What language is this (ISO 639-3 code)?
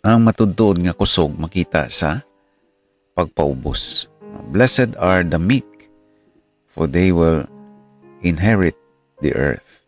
hil